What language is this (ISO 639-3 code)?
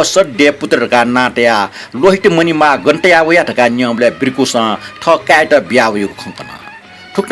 new